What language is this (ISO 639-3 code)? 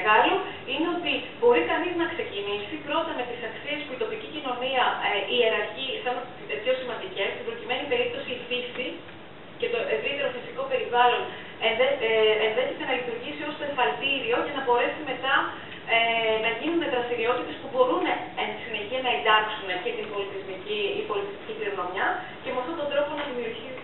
ell